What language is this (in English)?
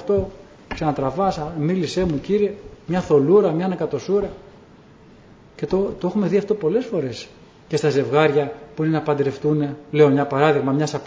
Greek